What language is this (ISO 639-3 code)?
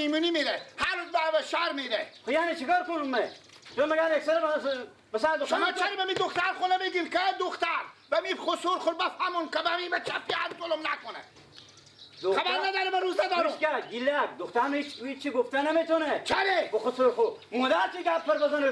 fas